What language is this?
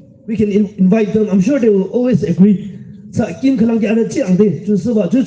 Yimchungru Naga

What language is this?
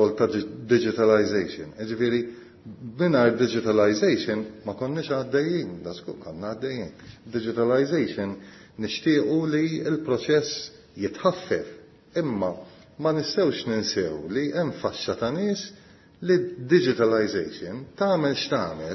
Maltese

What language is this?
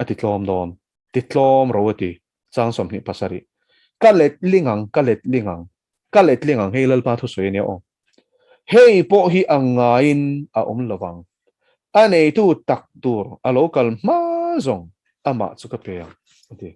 Mizo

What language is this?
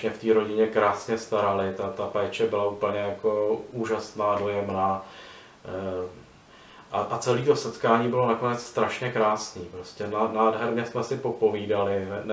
Czech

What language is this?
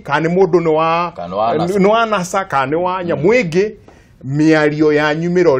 Kikuyu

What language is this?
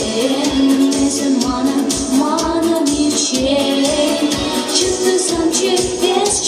Chuvash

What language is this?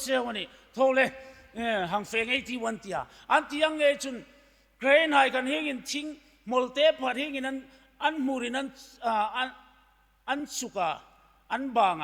Hmar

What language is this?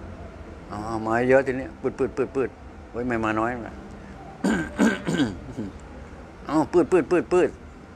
Thai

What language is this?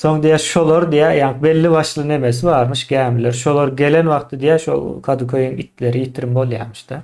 Turkmen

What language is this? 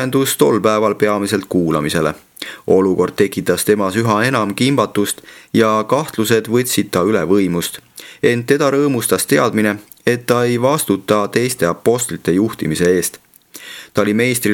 Estonian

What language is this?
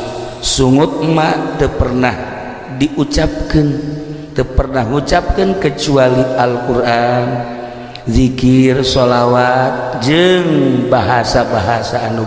Sundanese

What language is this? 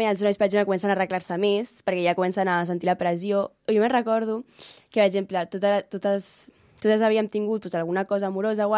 Catalan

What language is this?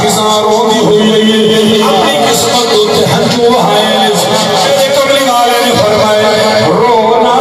Saraiki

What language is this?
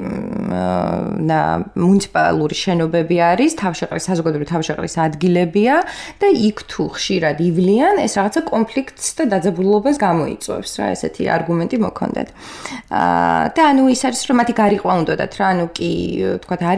Georgian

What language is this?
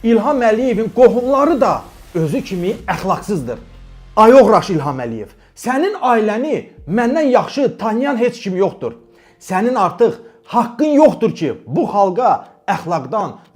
Azerbaijani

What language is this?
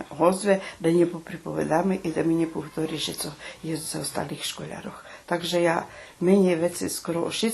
Rusyn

